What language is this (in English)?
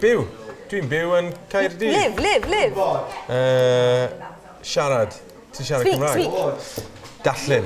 Welsh